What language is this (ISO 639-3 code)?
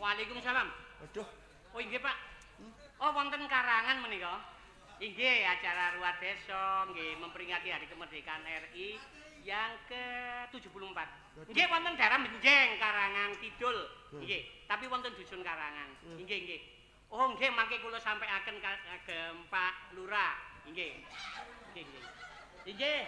jav